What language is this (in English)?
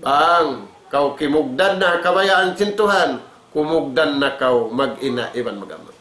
Tausug